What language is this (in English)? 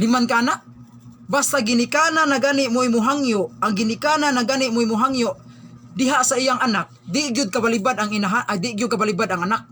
Cebuano